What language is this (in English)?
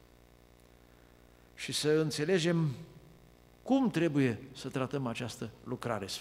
Romanian